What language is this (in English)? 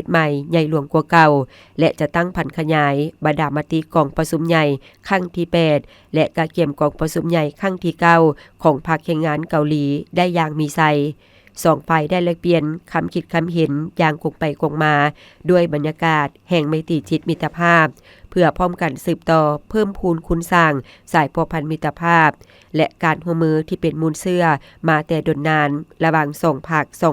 Lao